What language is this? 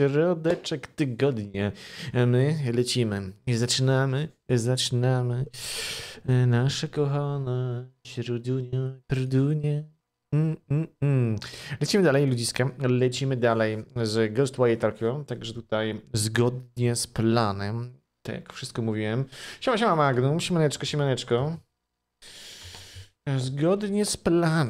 Polish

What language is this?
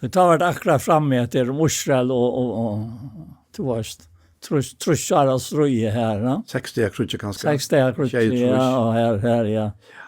Faroese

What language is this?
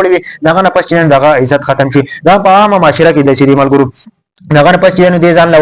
Pashto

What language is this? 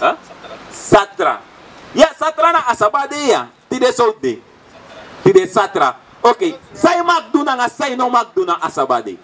Sranan Tongo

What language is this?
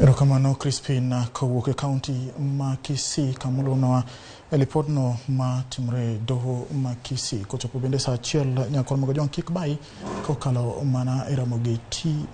Luo (Kenya and Tanzania)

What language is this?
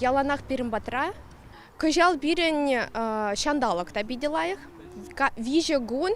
Chuvash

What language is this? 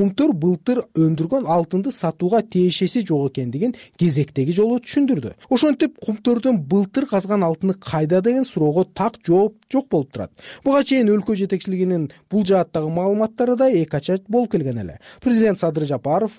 Kyrgyz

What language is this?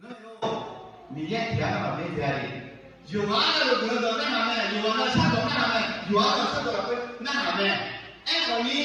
Akha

